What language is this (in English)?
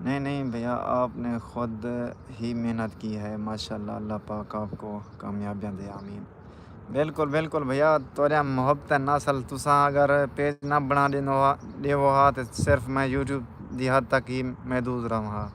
Saraiki